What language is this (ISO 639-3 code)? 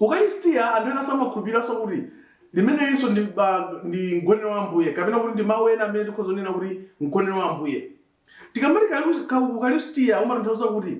nya